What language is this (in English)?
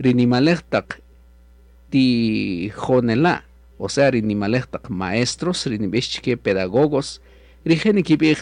Kaqchikel